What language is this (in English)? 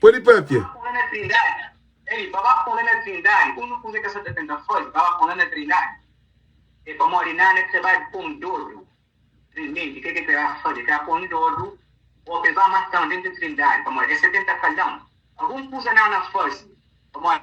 Kabuverdianu